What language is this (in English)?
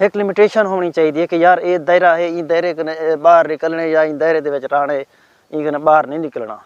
Saraiki